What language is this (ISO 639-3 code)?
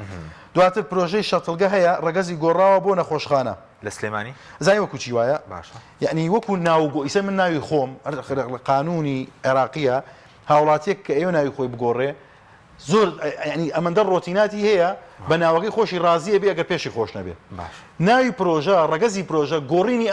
ckb